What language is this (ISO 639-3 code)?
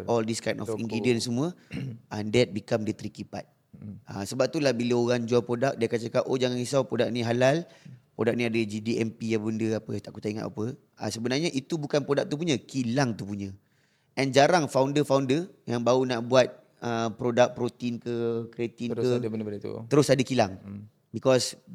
msa